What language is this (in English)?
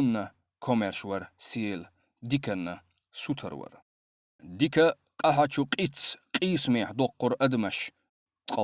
Chechen